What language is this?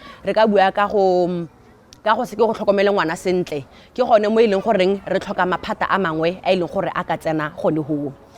Tswana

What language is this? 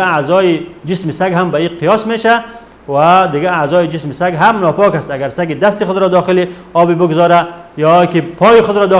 Persian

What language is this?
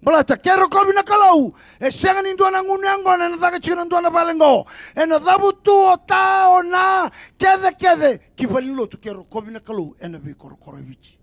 Fijian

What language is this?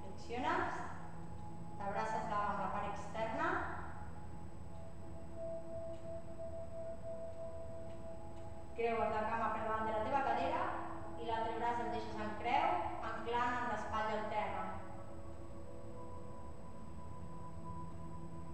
Catalan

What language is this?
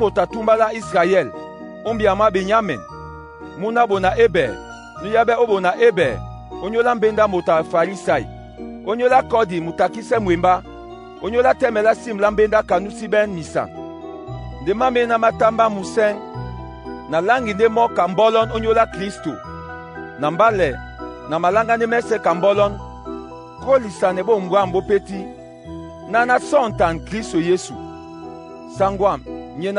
Duala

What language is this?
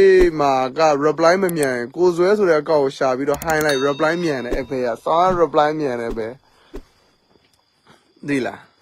Burmese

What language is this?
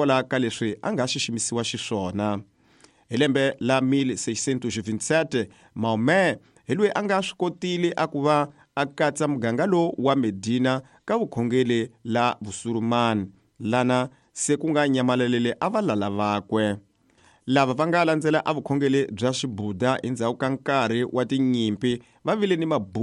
Tsonga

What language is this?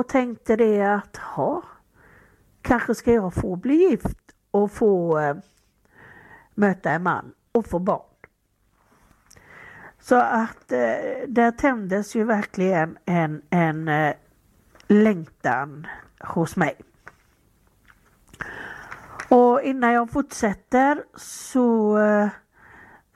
Swedish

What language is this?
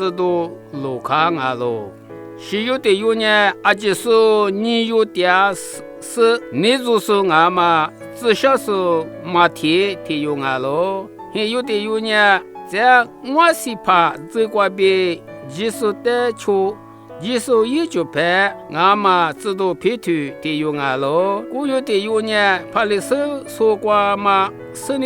Lisu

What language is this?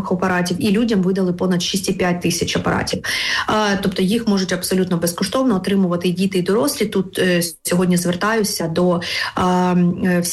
Ukrainian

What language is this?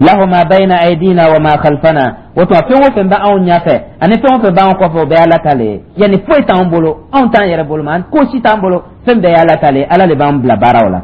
Dyula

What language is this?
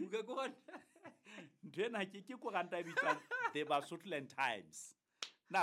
Southern Sotho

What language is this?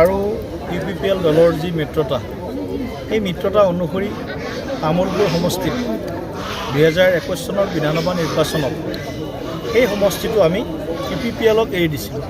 Assamese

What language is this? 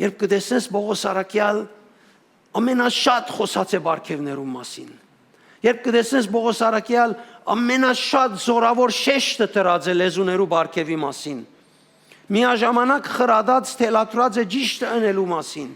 Western Armenian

